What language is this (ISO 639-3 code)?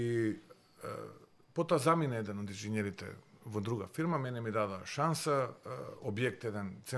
mkd